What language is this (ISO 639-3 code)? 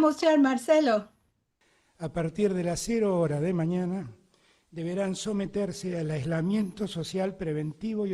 lad